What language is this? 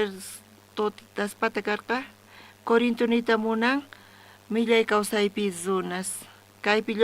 South Bolivian Quechua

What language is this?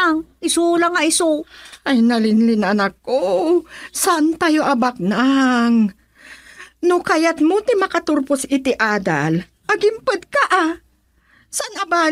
Iloko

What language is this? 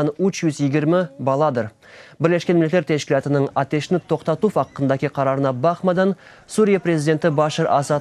Crimean Tatar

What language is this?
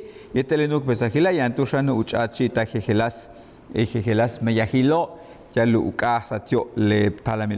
Yucateco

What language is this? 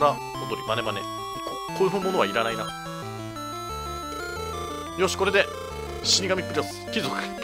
Japanese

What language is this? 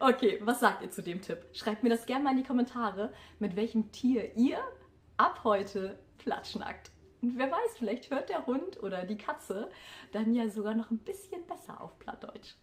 Low German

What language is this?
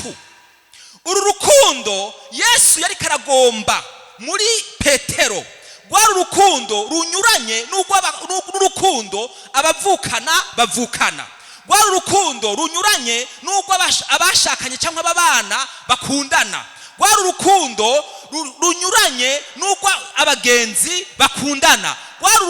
Rundi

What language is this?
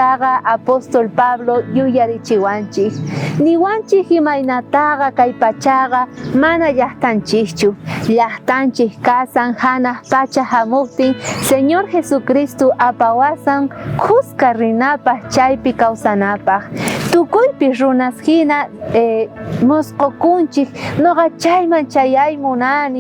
South Bolivian Quechua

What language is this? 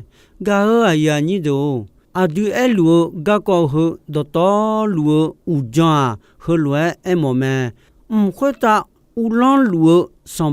Akha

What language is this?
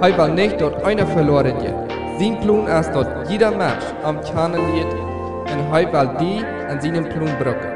Plautdietsch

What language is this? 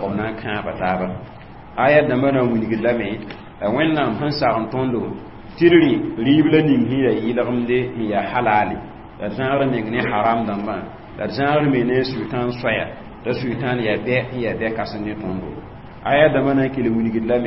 Mossi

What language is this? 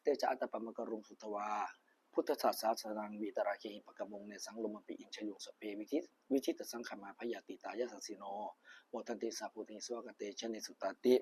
Pali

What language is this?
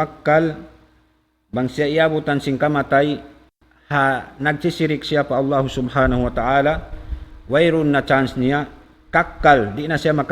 Tausug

